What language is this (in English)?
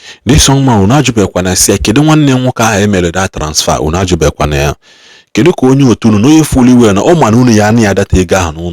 Igbo